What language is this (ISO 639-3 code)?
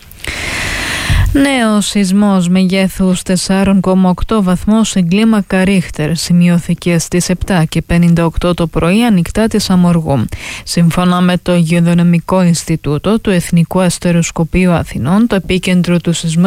ell